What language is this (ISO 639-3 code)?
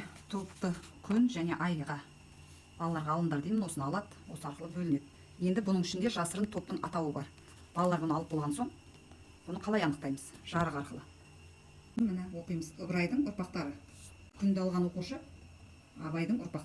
kaz